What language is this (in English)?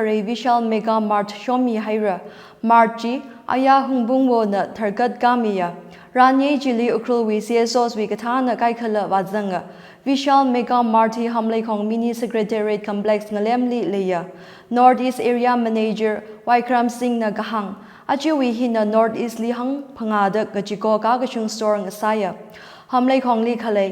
Tangkhul Naga (India)